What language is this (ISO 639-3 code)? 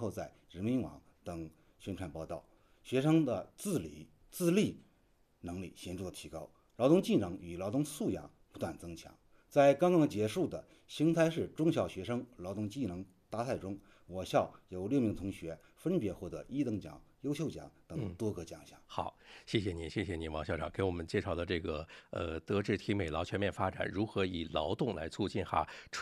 zho